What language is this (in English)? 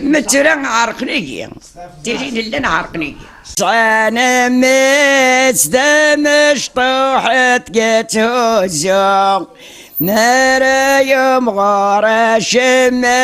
Kabyle